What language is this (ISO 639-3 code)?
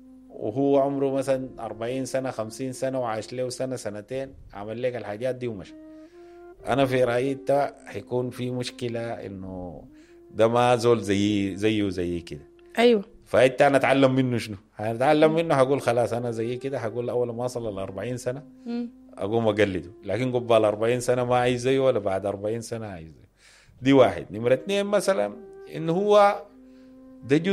apd